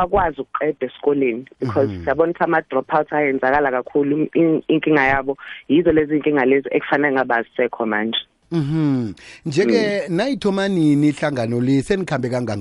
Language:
South Ndebele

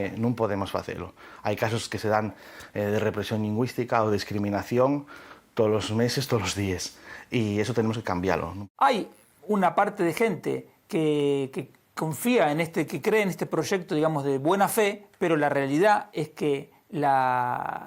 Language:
Asturian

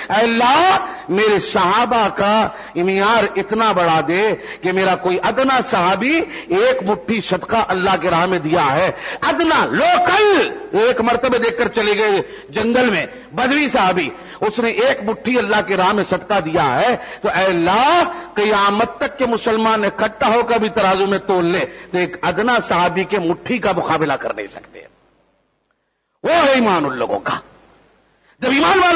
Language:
Urdu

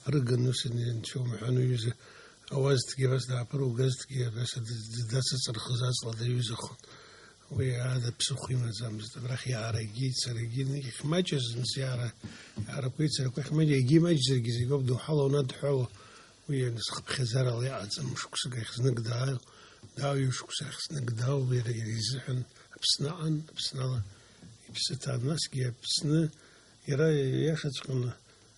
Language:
Abkhazian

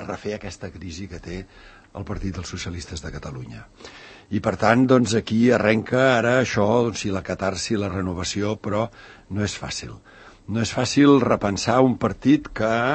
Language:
Catalan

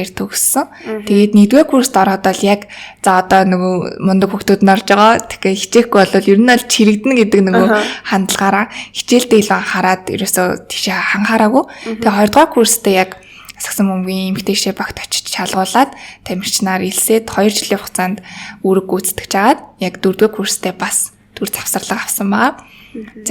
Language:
Mongolian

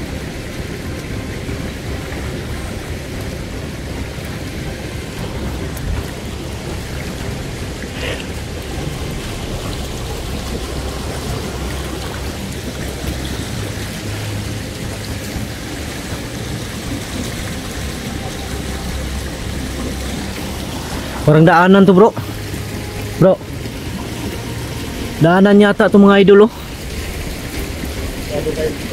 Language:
Filipino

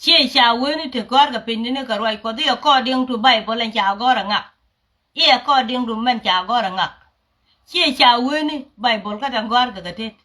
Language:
Nuer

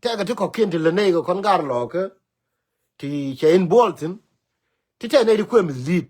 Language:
Nuer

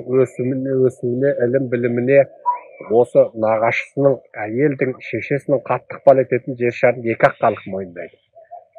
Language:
Kazakh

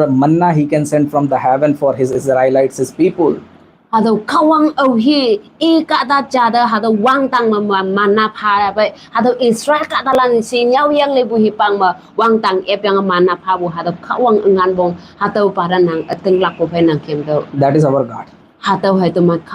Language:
Konyak Naga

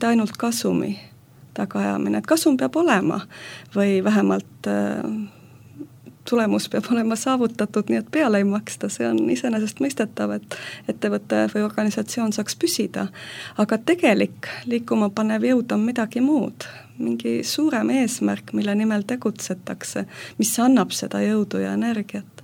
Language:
Estonian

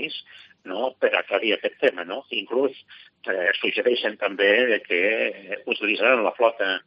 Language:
Catalan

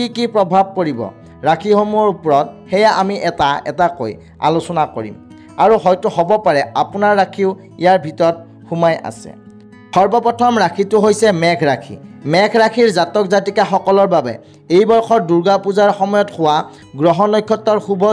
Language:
Assamese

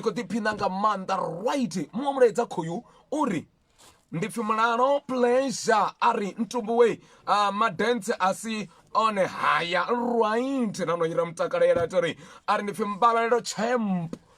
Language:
Venda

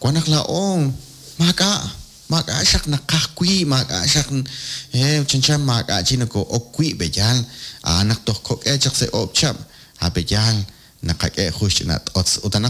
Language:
Kekchí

